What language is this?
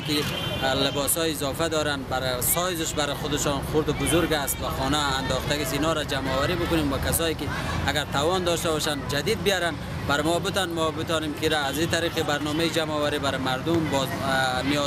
Persian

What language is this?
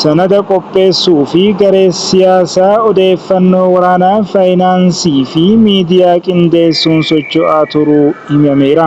Oromo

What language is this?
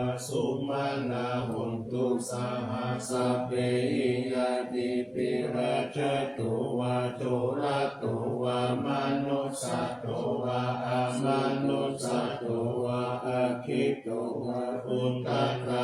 Pali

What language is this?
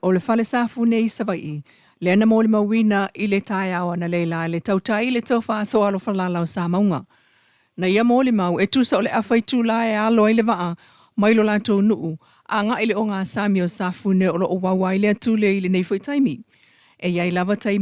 Samoan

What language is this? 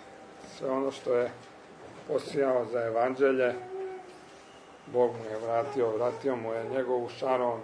Croatian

